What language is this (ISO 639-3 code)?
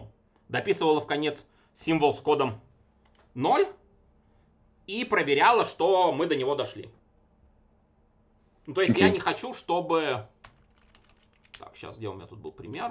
rus